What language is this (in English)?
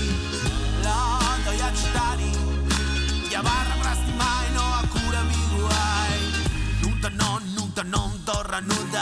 Sardinian